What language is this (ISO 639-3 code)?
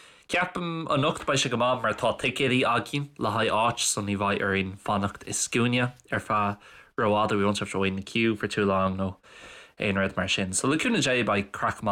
gle